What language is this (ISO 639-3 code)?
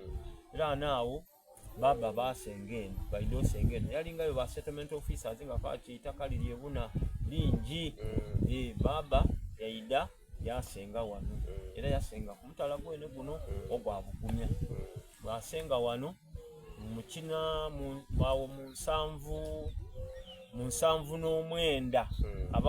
xog